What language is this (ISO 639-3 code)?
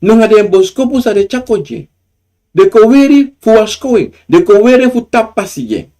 srn